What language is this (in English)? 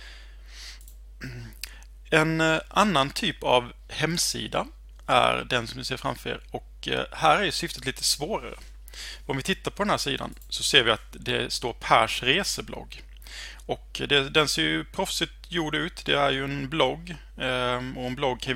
Swedish